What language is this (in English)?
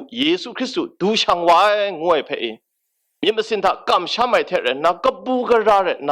Kachin